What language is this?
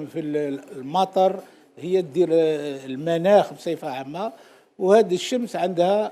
Algerian Arabic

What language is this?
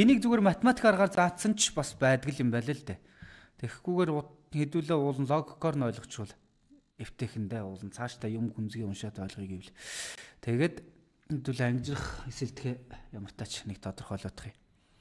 Mongolian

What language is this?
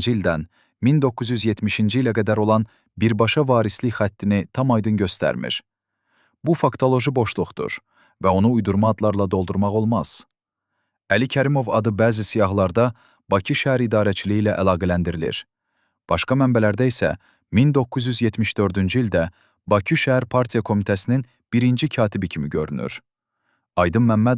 Azerbaijani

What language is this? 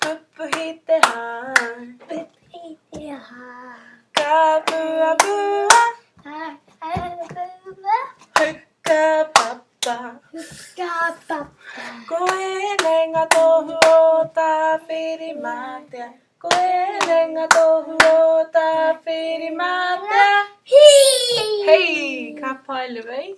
Māori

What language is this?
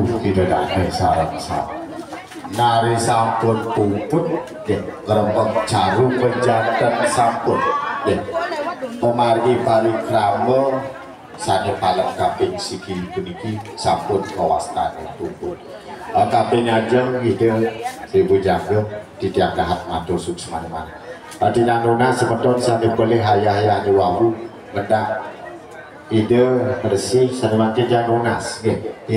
Balinese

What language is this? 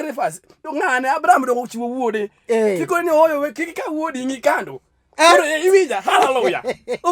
Luo (Kenya and Tanzania)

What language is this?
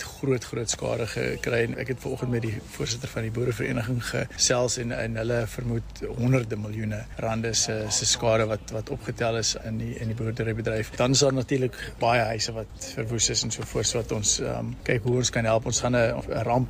Afrikaans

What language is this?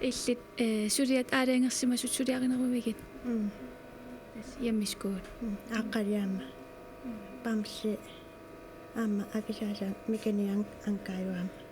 Kalaallisut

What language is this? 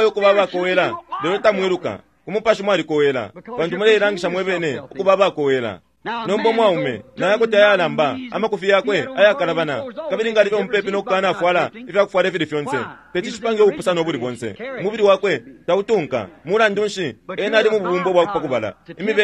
Bemba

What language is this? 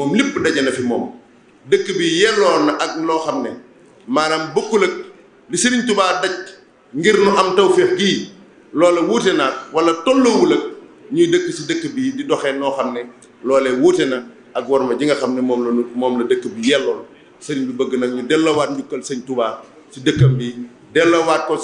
Wolof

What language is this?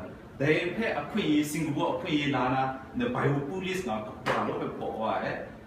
Kachin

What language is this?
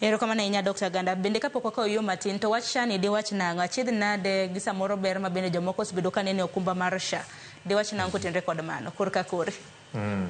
Luo (Kenya and Tanzania)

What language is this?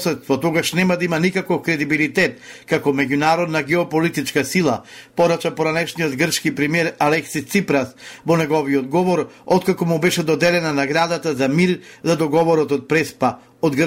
Macedonian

